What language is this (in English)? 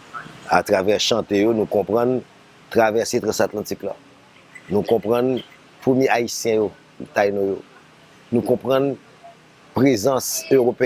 Haitian Creole